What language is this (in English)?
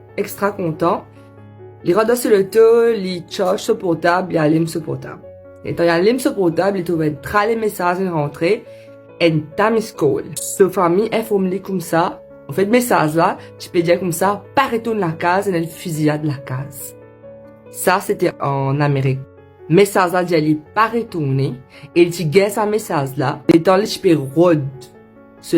Morisyen